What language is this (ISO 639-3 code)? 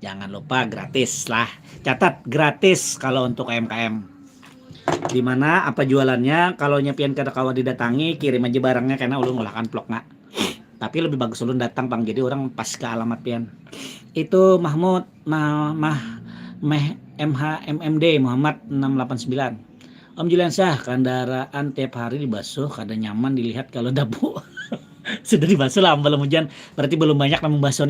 bjn